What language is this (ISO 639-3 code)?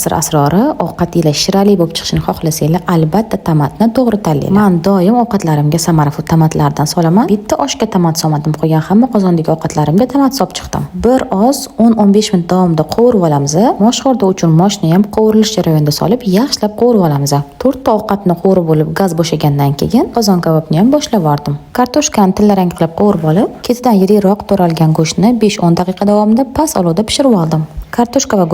uzb